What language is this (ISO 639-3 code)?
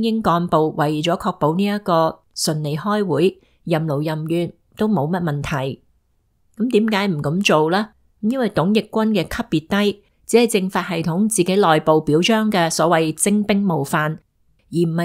yue